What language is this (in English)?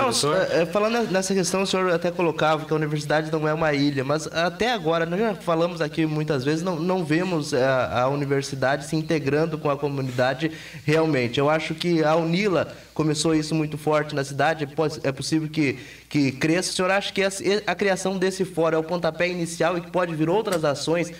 Portuguese